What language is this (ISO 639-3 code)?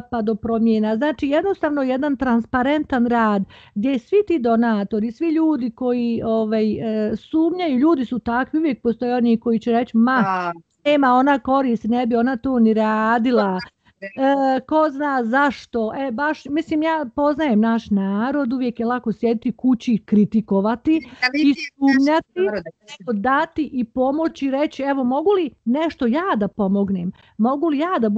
bos